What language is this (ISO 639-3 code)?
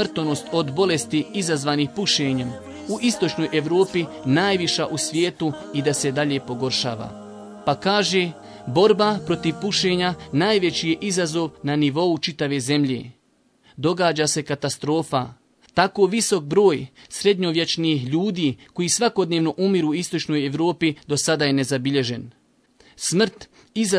bos